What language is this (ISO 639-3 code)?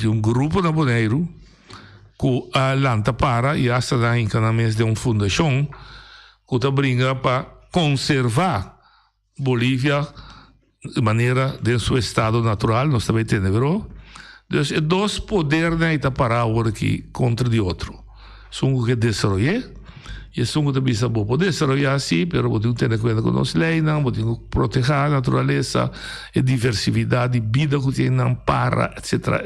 pap